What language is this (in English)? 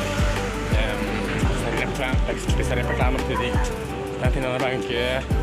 Karbi